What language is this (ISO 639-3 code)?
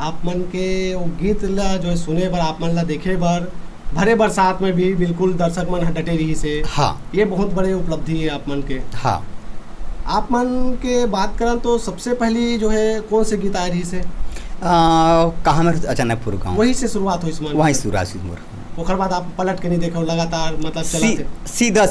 hne